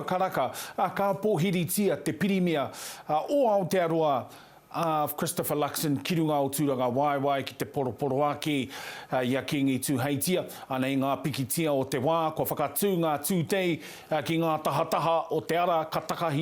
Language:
Māori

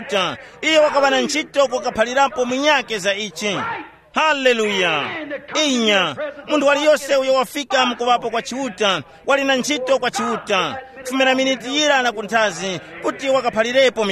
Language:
Tumbuka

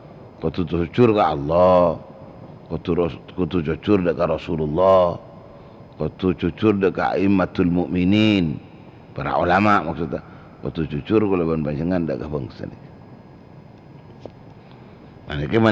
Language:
Madurese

